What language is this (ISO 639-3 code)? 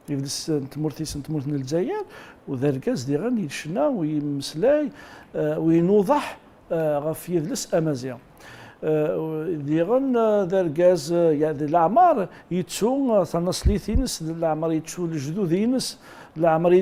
kab